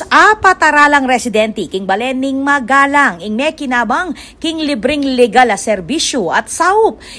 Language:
Pampanga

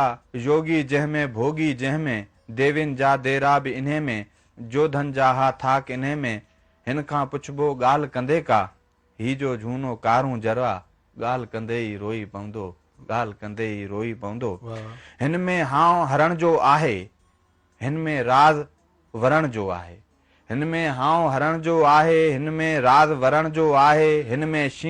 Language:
Sindhi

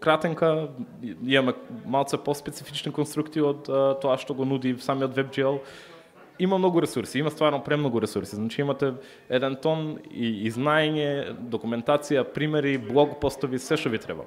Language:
Macedonian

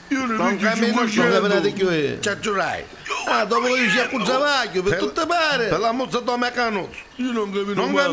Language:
Neapolitan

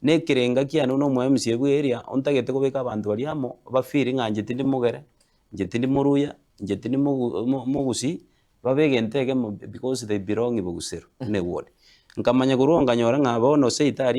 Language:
Gusii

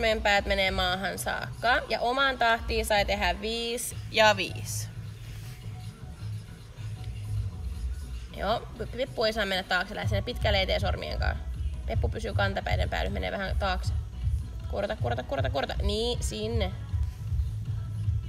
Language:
Finnish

